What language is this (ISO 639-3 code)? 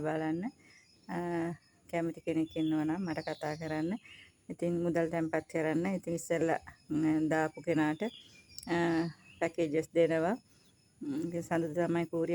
sin